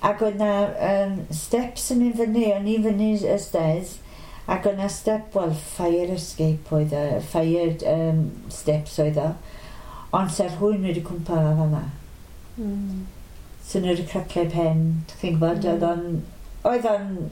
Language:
Welsh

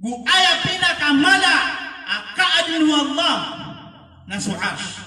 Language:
Maranao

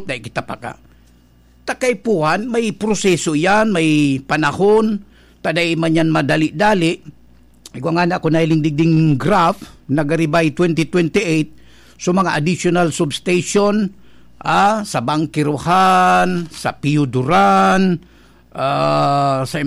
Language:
Bikol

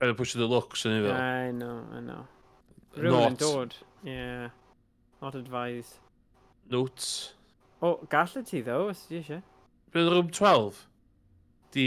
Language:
Welsh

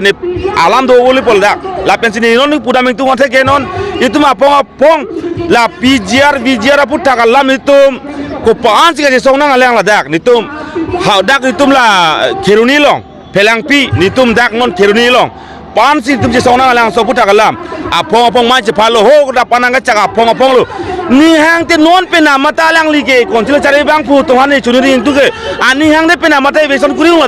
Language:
Karbi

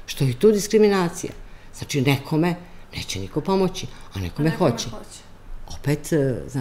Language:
Serbian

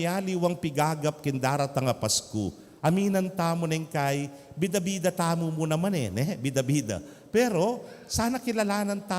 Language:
Pampanga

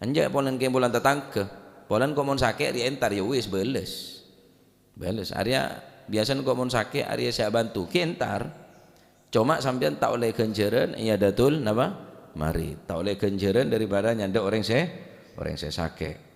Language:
Madurese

